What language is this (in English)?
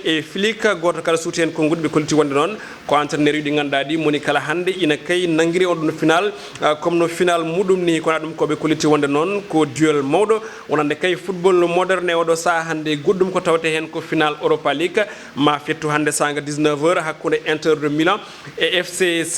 Fula